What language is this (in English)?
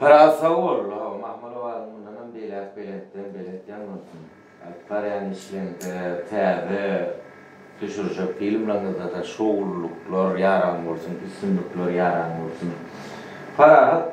Turkmen